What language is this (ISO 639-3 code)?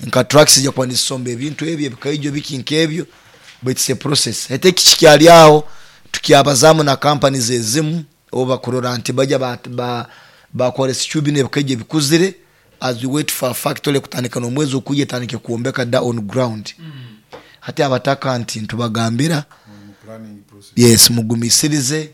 nyo